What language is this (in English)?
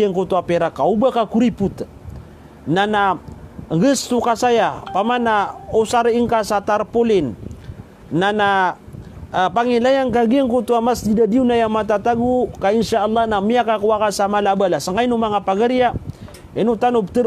Maranao